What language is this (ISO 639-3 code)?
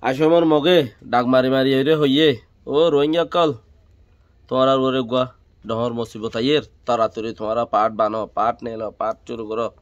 rhg